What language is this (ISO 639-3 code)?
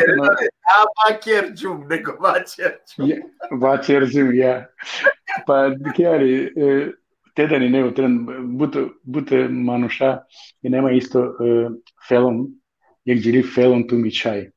rmn